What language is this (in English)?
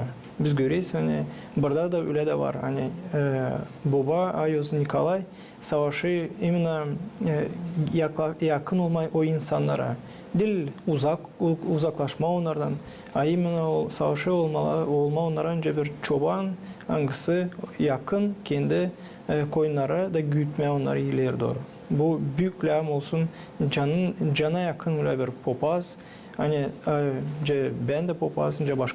Gagauz